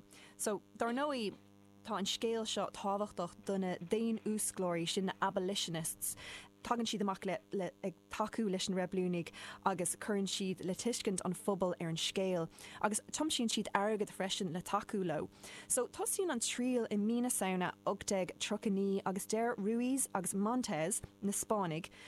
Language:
Irish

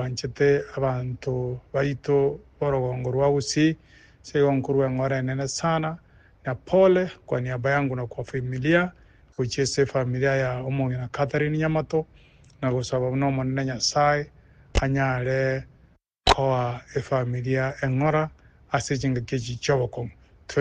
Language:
Gusii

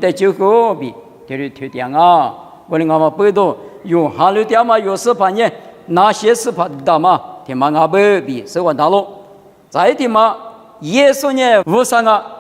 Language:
Lisu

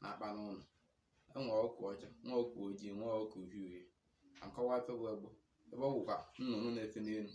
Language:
Igbo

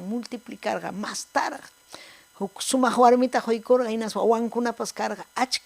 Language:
Ayacucho Quechua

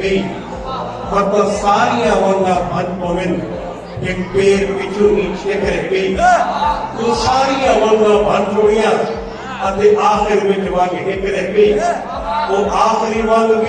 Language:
Saraiki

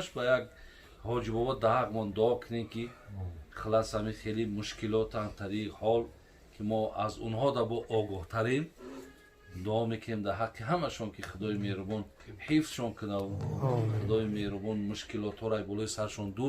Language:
Tajik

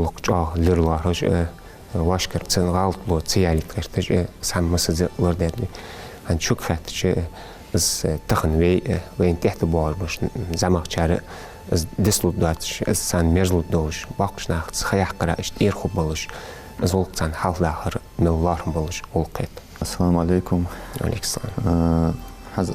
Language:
Ingush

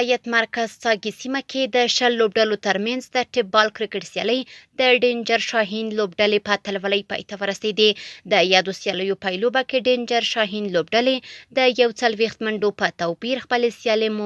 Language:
Pashto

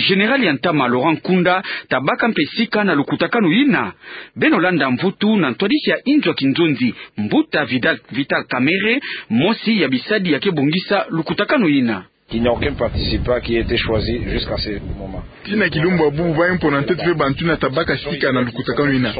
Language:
Kituba (Democratic Republic of Congo)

